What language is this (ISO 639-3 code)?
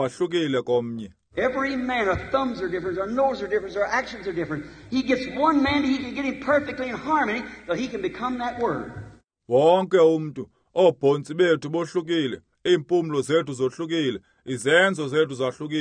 xho